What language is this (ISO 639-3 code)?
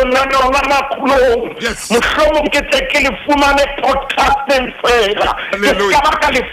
sot